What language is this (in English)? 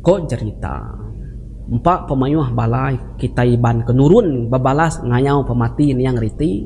Iban